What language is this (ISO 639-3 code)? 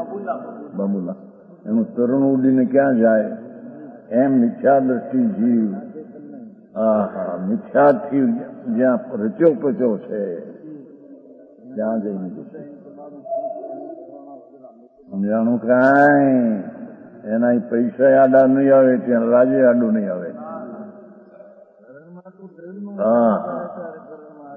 guj